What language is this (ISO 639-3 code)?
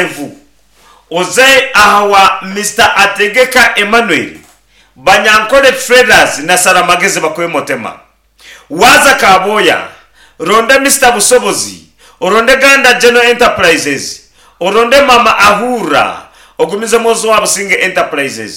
nyn